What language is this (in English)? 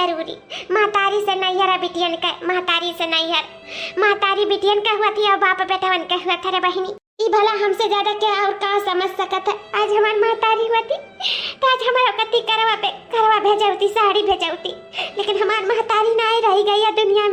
Awadhi